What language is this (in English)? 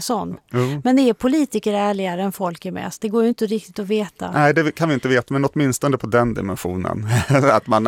Swedish